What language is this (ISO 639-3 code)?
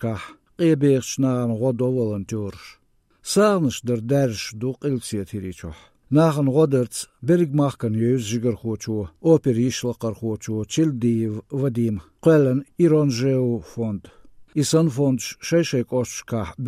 che